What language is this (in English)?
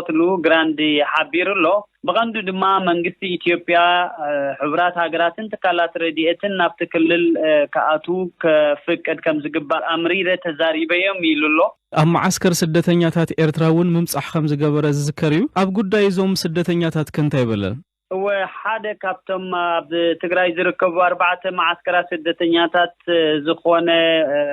Tigrinya